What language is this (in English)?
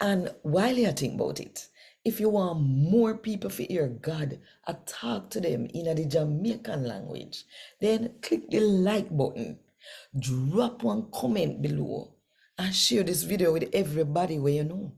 Jamaican Creole English